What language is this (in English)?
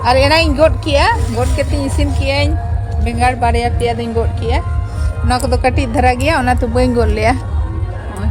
Santali